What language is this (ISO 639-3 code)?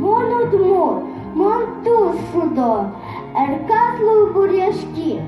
udm